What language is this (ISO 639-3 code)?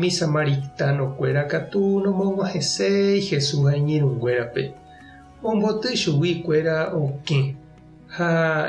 grn